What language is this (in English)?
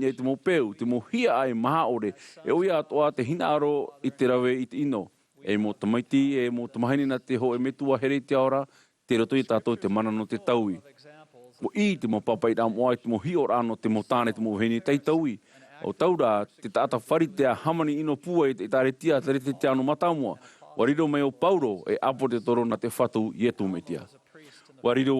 Tahitian